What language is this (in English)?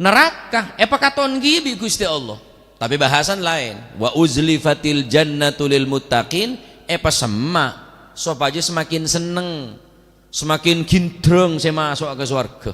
Madurese